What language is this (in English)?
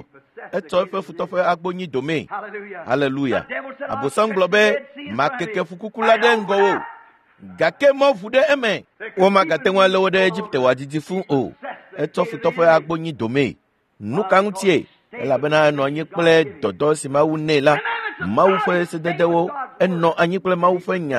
Ewe